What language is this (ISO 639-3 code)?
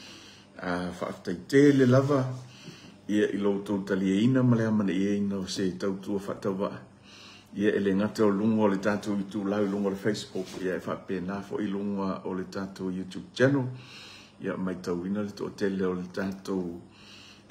smo